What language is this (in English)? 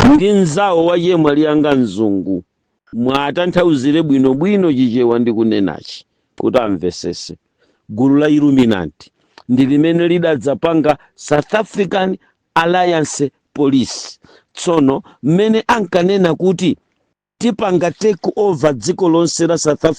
Nyanja